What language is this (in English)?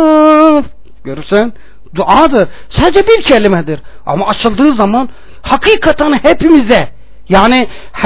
Turkish